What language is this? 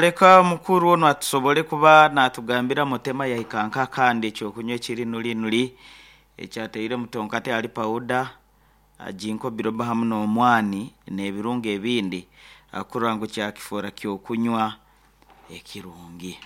Nyankole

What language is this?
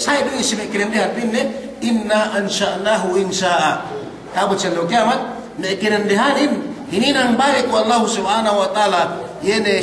Yakan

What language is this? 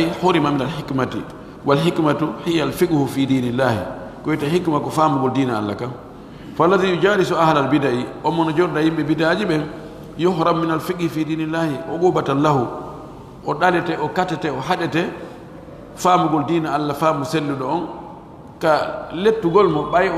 Pular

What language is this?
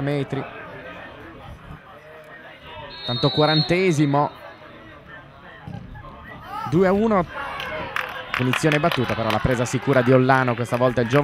Italian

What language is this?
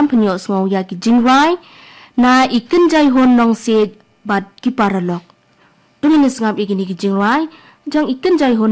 Khasi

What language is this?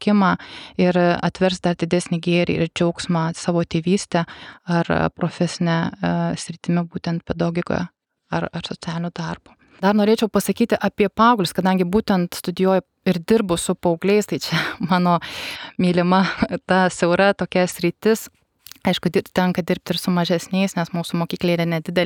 Lithuanian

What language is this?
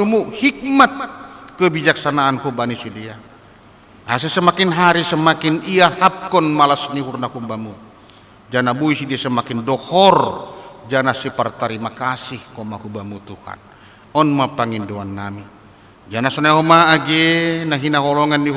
Batak Simalungun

